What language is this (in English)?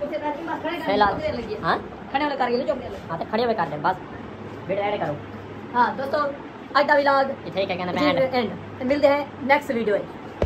Saraiki